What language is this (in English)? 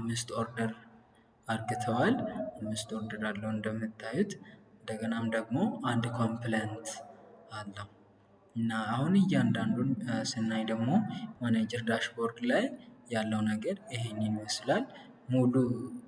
Amharic